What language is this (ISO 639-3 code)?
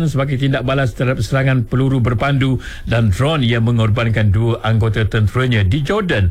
msa